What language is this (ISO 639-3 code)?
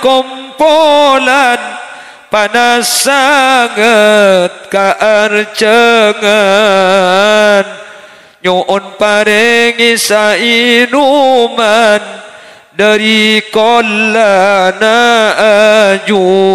mad